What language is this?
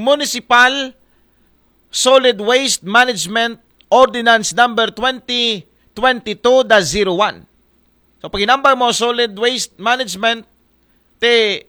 Aklanon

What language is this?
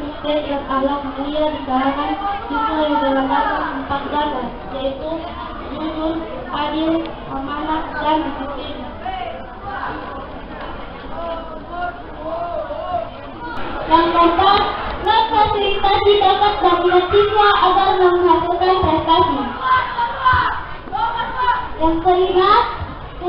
Indonesian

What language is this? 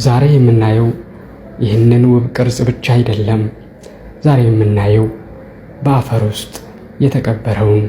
Amharic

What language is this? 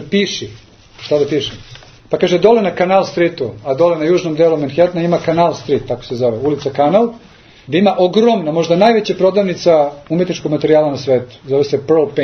Serbian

